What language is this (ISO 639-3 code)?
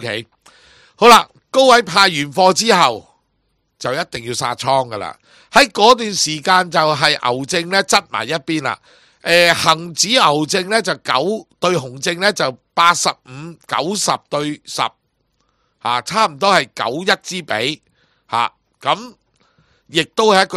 yue